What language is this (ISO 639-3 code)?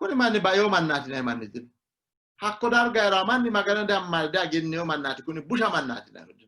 sid